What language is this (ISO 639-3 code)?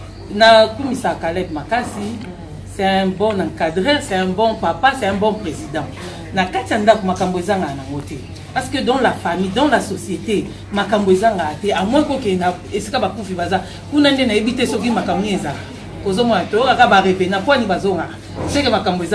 lin